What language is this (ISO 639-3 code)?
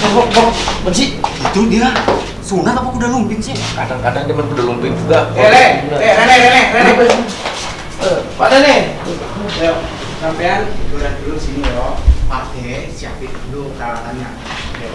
bew